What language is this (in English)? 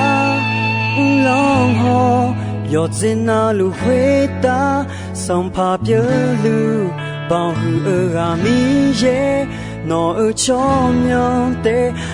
Akha